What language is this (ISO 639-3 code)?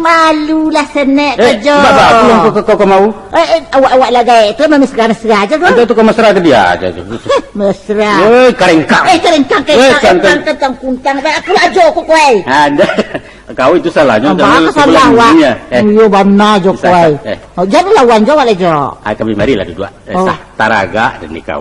min